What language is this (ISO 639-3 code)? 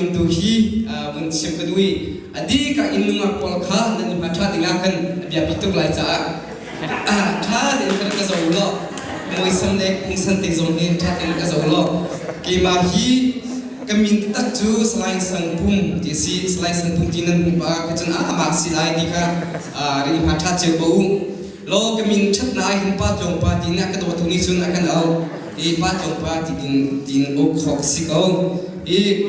cnh